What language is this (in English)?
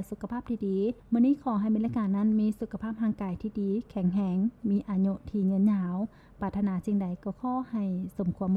Lao